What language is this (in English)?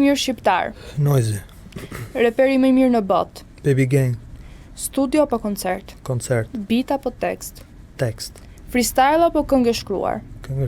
Albanian